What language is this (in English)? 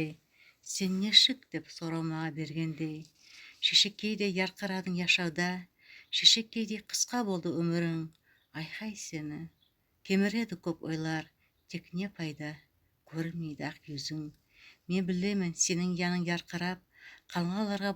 Nogai